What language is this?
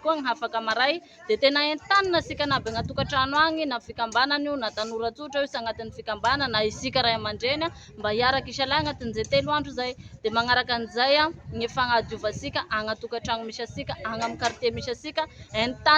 Malagasy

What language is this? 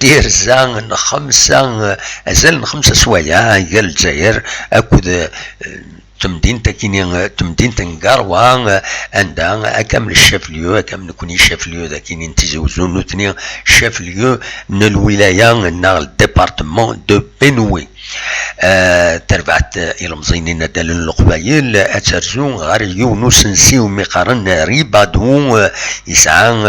Kabyle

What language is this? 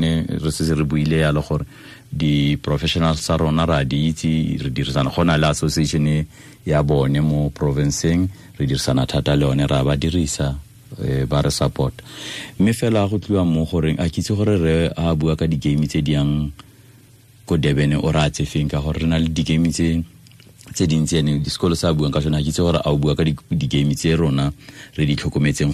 Tswana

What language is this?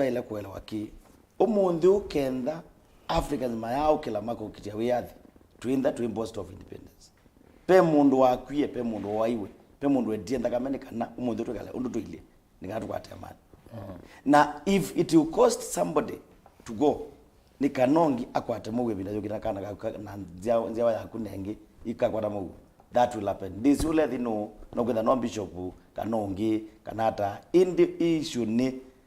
Kamba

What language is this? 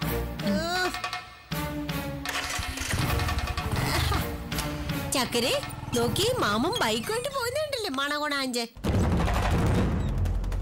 Malayalam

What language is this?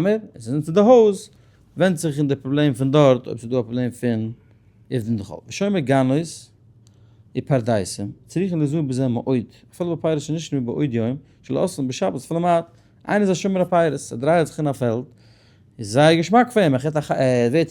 Yiddish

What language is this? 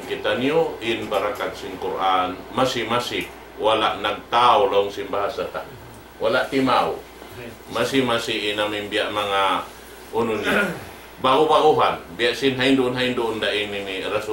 Tausug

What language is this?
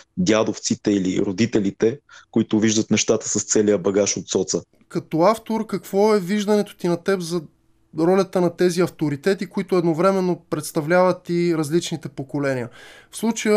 Bulgarian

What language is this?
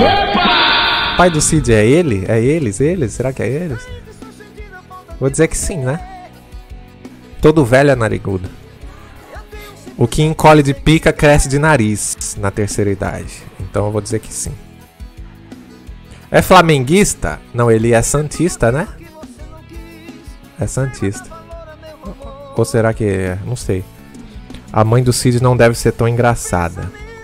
Portuguese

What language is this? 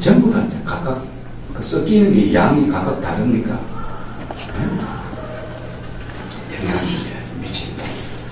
Korean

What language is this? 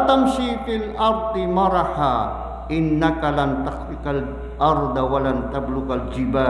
Maranao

